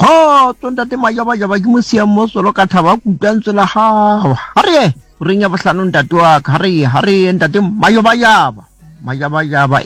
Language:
Southern Sotho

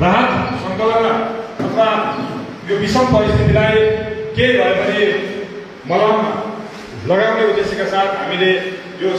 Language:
Nepali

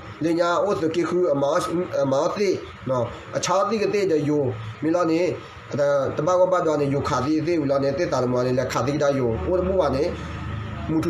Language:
S'gaw Karen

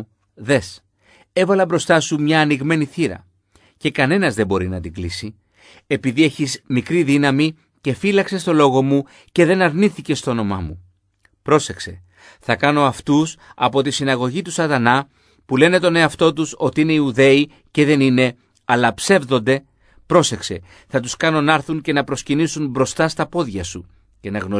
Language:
Greek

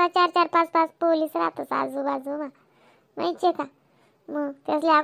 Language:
Khandesi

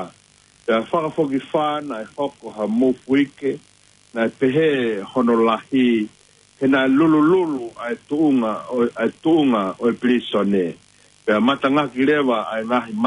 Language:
Tongan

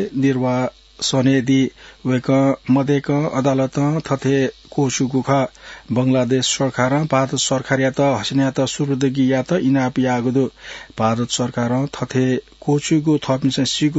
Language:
Newari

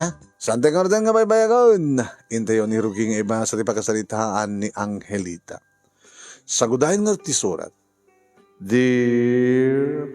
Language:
Iloko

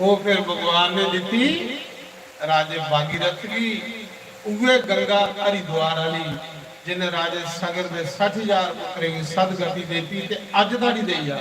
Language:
Dogri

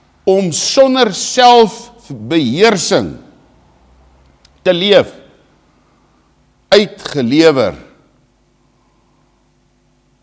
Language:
Afrikaans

